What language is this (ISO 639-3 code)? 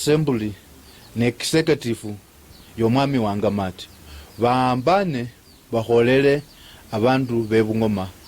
luy